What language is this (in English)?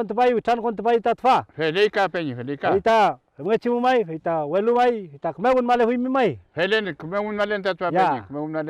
Mapuche